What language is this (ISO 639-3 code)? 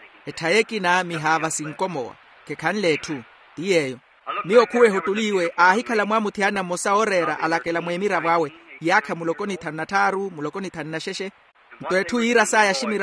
vmw